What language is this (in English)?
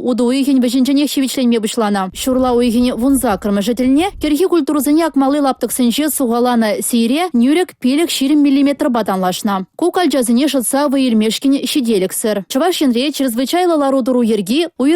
Chuvash